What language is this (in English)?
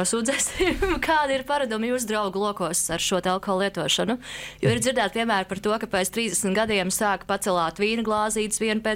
Latvian